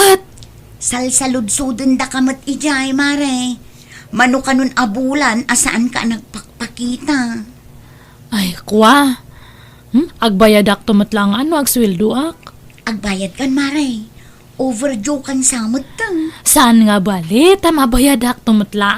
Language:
Iloko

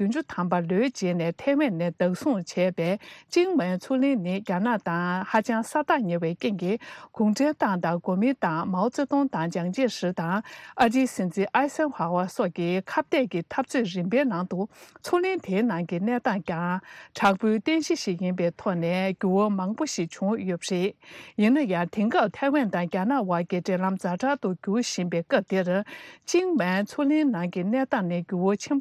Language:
Tibetan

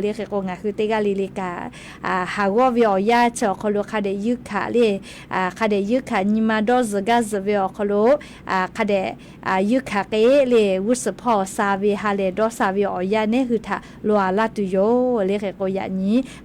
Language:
Lahu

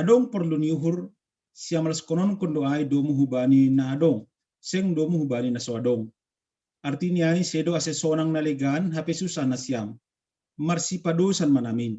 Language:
Batak Simalungun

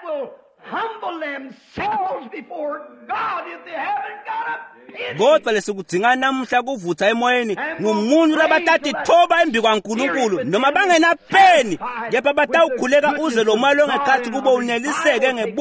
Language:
Swati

